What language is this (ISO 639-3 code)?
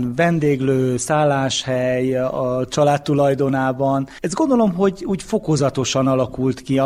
hun